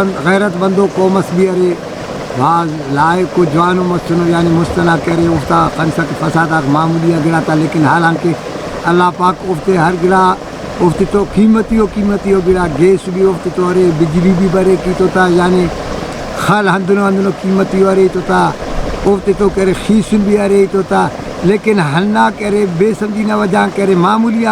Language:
Brahui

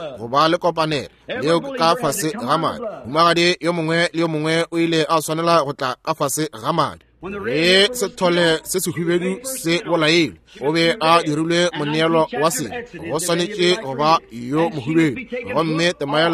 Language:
Northern Sotho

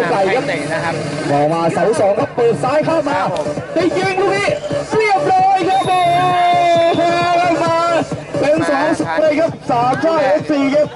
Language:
Thai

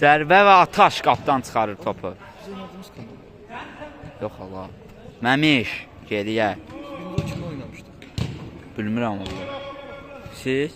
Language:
Azerbaijani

